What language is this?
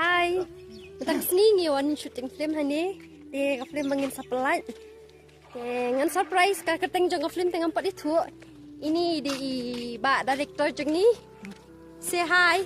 Khasi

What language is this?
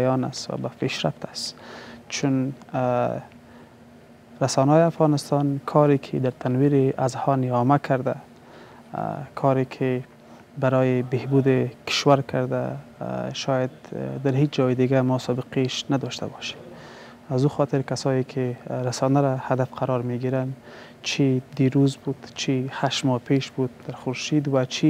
Persian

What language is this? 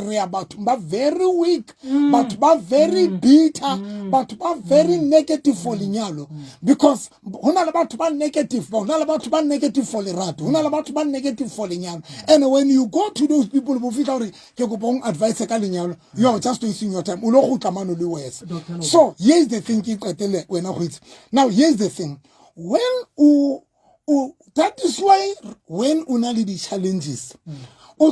Southern Sotho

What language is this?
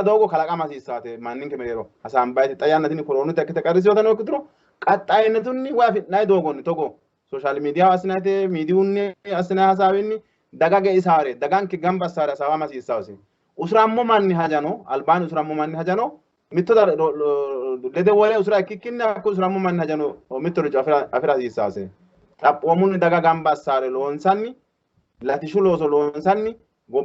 Sidamo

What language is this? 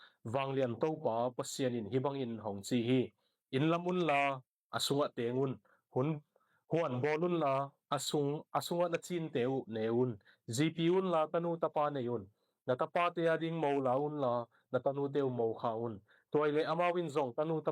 Tedim Chin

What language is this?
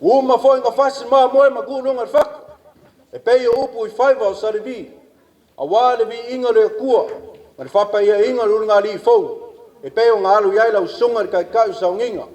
Samoan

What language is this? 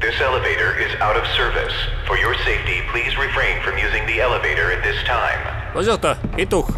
Bavarian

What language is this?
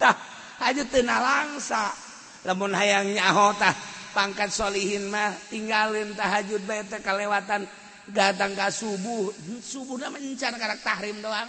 Sundanese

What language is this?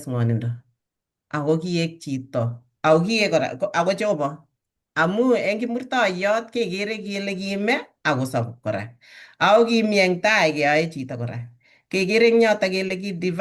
Kalenjin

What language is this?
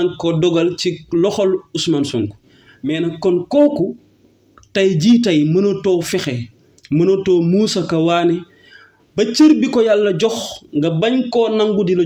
Wolof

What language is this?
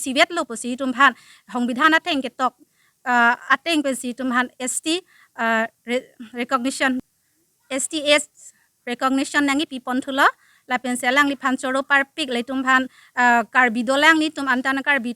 Karbi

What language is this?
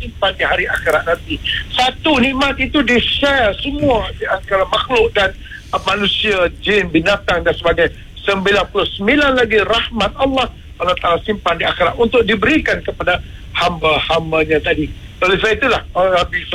Malay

